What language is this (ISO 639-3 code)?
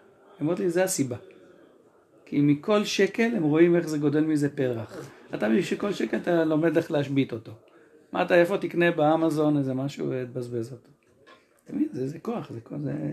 heb